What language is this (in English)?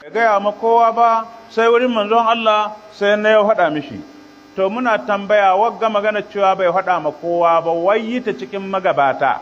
Hausa